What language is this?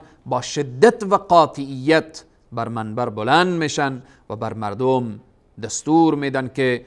Persian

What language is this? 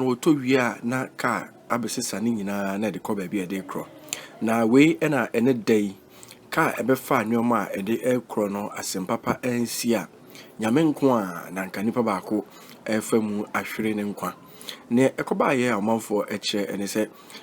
Akan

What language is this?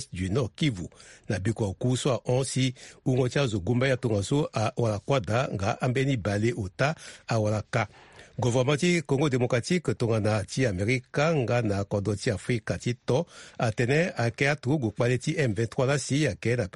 Sango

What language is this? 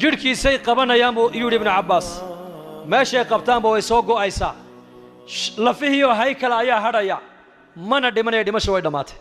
Somali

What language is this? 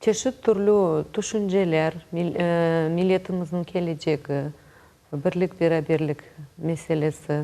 Crimean Tatar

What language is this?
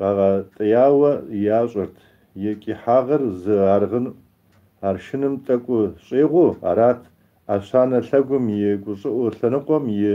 Kabardian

